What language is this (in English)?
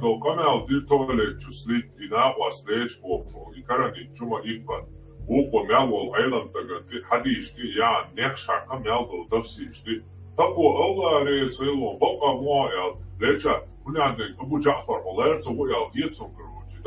Chechen